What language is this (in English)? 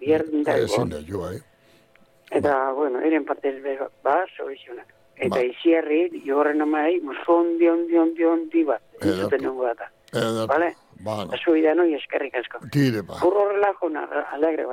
Basque